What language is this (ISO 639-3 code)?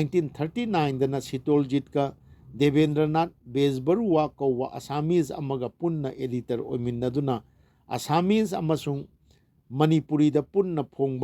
mni